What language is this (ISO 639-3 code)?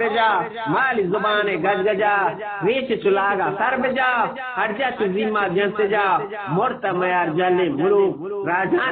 bgp